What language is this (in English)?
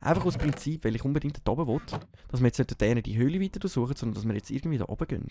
Swiss German